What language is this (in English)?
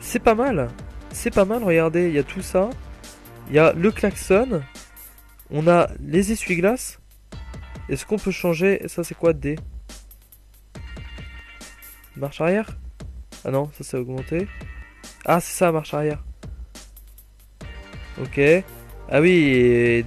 French